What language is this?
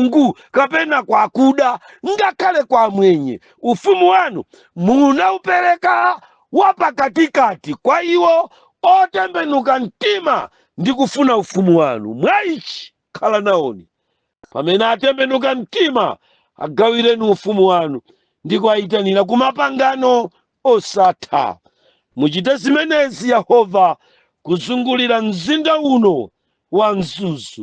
Nyanja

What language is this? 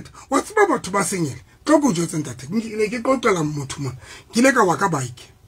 Southern Sotho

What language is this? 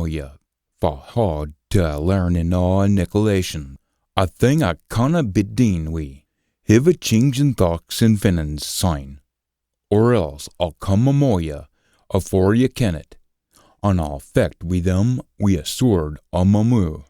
Scots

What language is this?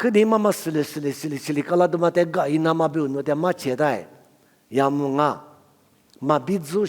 Lisu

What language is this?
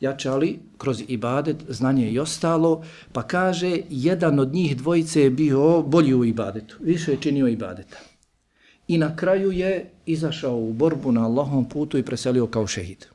Bosnian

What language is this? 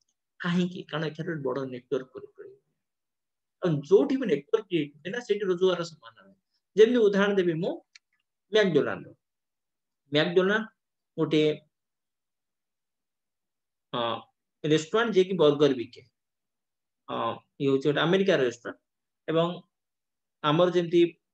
Odia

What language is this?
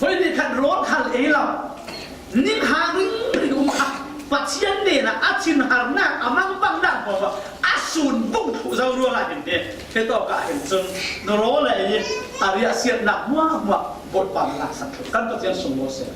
Falam Chin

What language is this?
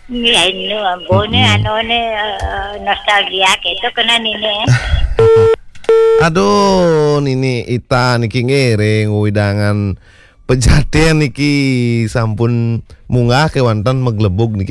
Balinese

